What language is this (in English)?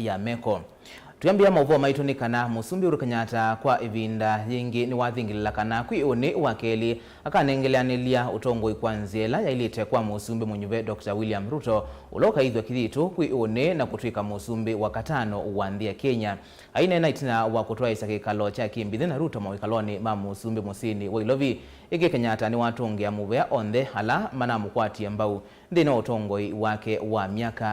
Kamba